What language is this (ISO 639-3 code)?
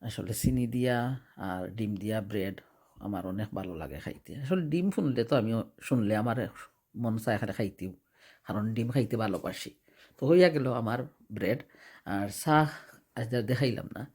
syl